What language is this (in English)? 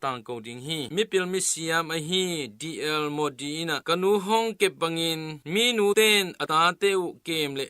Tedim Chin